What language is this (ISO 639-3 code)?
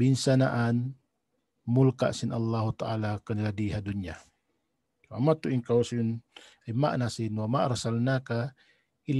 tsg